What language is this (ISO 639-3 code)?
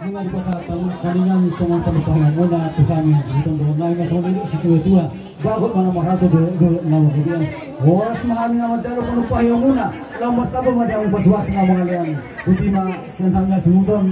bbc